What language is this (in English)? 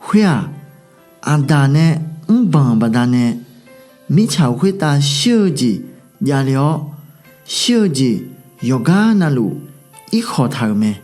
Akha